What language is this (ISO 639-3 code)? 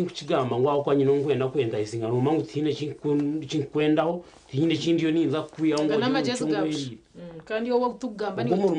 nyn